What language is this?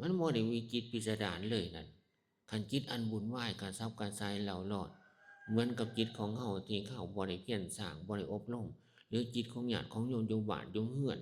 Northeastern Thai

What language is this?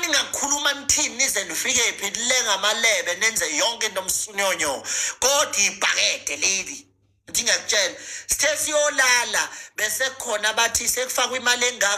Zulu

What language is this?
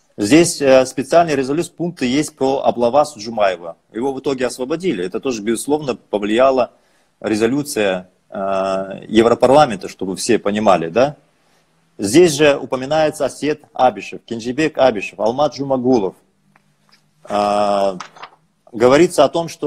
Russian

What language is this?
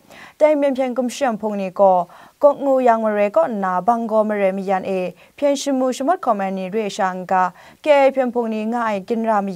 Kachin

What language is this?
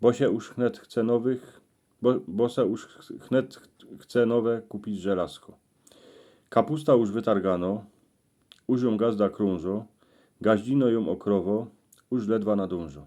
Silesian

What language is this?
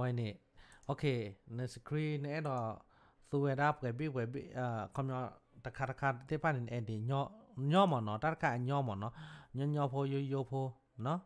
S'gaw Karen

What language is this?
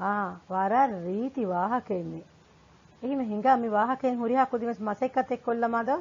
Divehi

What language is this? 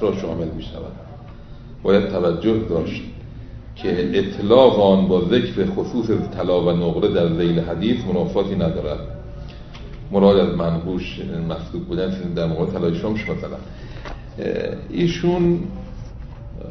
Persian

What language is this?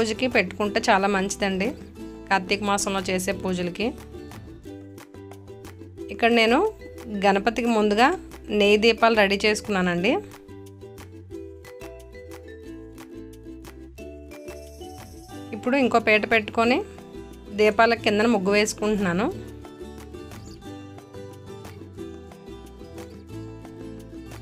Telugu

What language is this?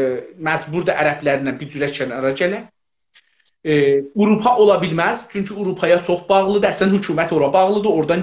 South Azerbaijani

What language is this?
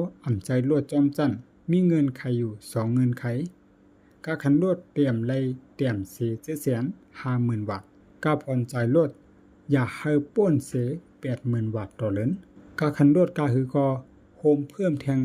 Shan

